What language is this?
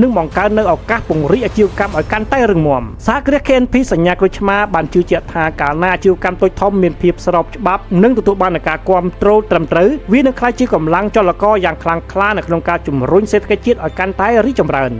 Khmer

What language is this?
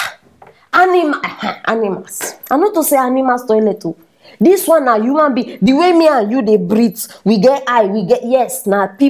Nigerian Pidgin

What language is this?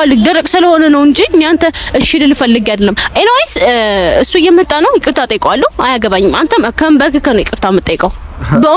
Amharic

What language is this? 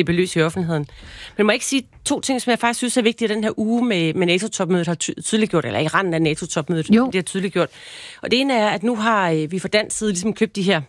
Danish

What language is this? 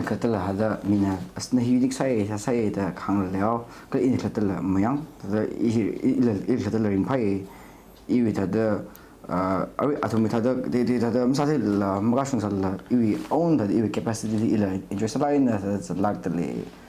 Tangkhul Naga (India)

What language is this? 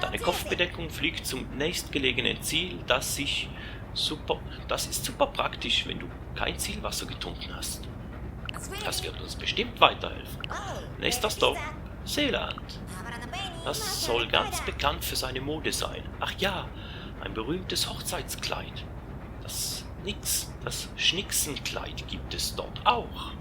Swiss German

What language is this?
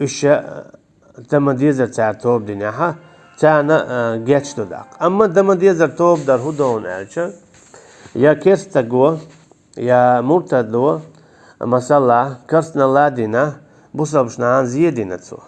Chechen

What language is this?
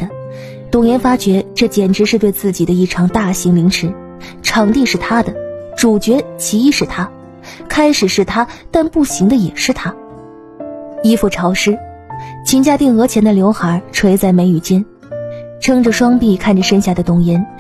Chinese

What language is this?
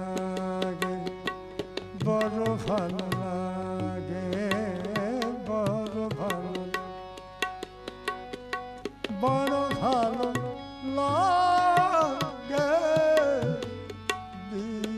Bangla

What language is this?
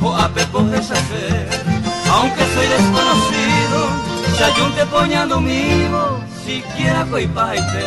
Guarani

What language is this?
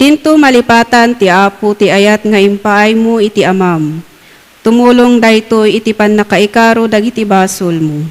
Iloko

